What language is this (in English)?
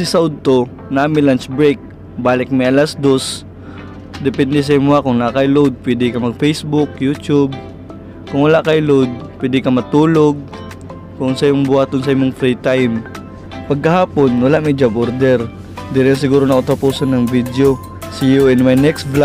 Cebuano